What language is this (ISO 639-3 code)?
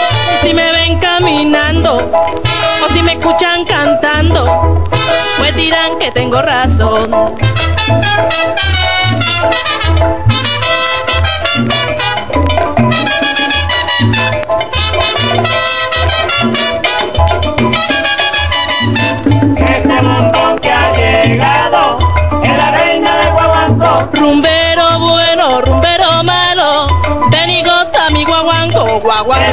spa